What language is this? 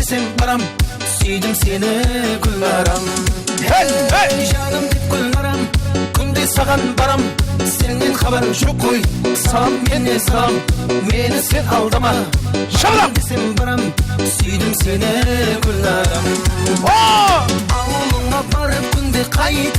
Kara-Kalpak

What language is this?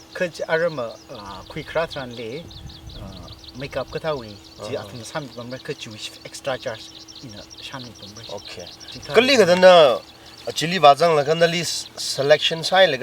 Tangkhul Naga (India)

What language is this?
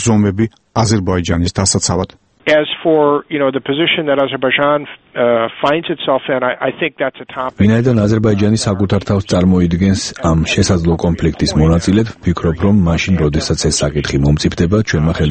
Georgian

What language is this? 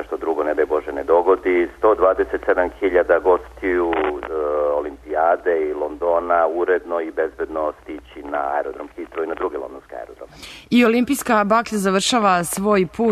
Serbian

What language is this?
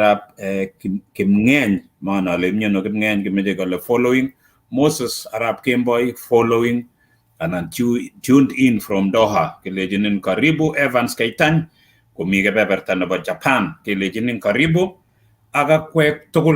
Kalenjin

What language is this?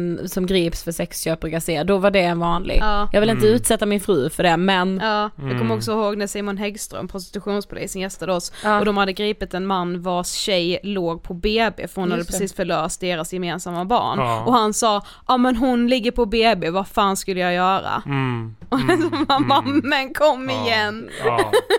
Swedish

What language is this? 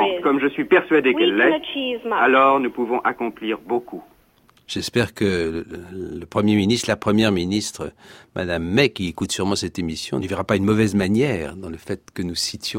French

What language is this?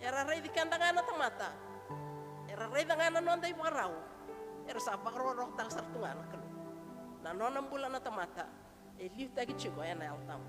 Fijian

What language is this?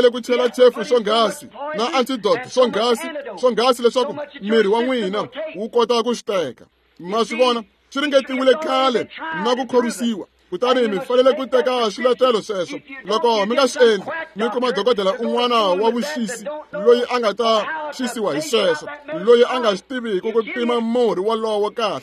Tsonga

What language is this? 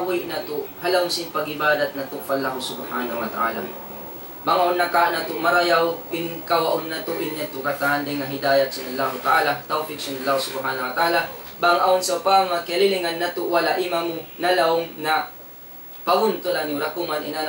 Tausug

